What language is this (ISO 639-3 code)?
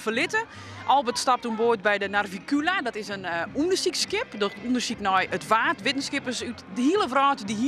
fry